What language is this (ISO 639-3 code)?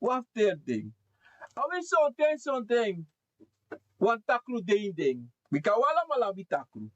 srn